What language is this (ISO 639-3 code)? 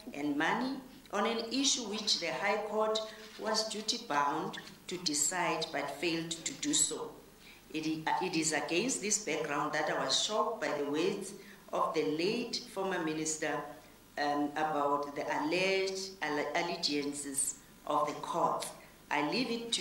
eng